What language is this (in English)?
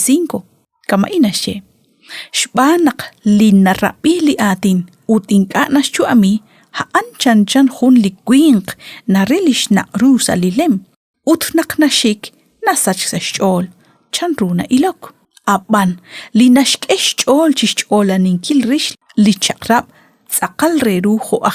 Kekchí